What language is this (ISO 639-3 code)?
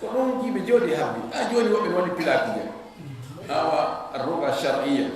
ful